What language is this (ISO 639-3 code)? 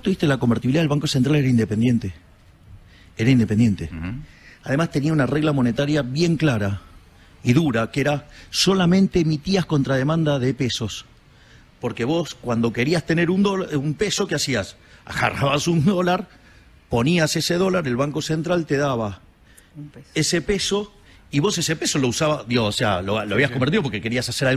spa